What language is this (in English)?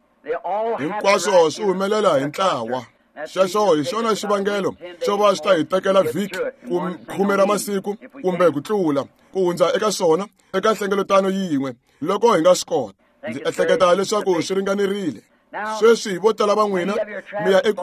Tsonga